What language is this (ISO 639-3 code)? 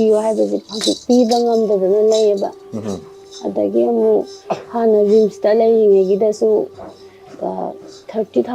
mni